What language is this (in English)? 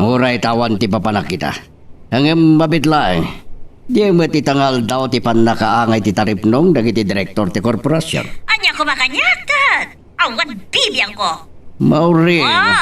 Iloko